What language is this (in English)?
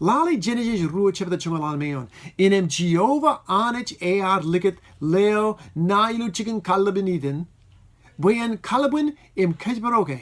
Marshallese